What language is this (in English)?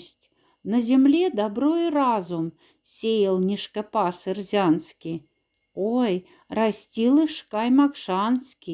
Moksha